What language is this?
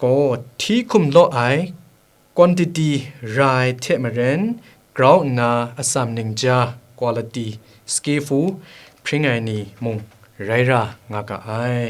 Kachin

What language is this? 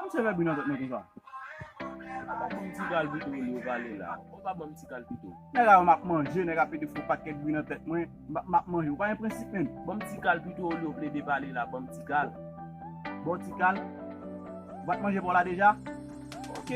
Haitian Creole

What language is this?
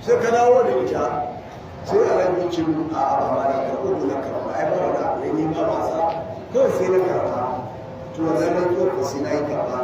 Hausa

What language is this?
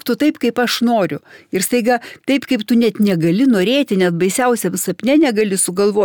Lithuanian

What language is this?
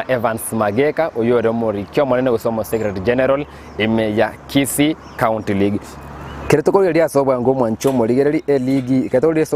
Gusii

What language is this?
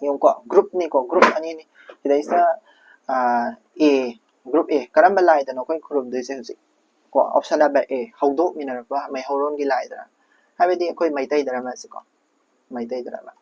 Manipuri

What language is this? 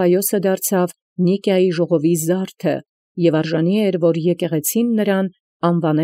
Armenian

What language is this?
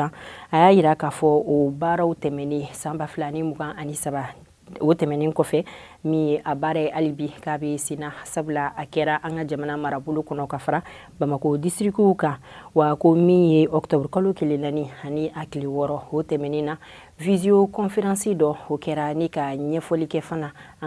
Bambara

